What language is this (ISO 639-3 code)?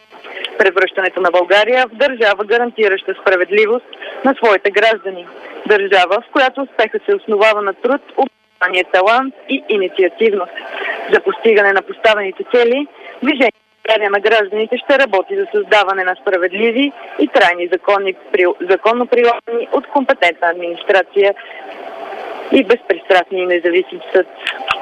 bul